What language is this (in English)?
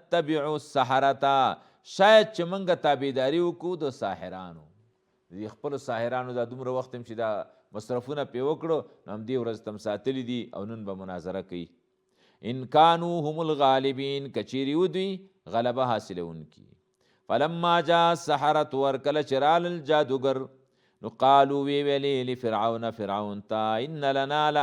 Pashto